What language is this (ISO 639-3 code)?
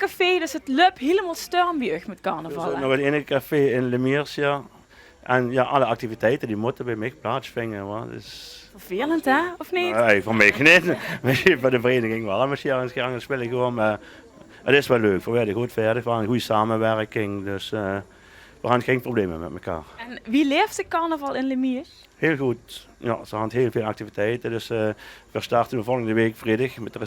lim